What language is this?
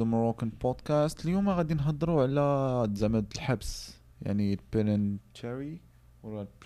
Moroccan Arabic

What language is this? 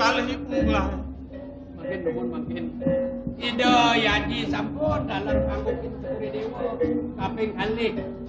Balinese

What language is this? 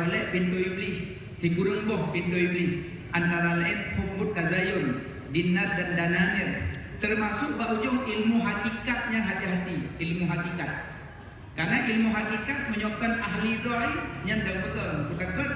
Achinese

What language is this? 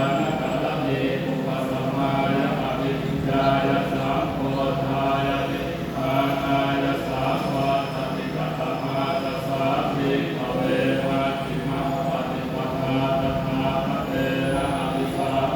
Pali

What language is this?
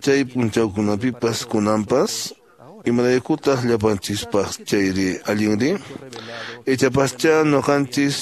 Quechua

